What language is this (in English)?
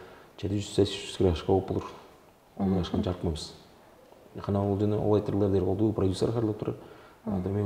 Tuvinian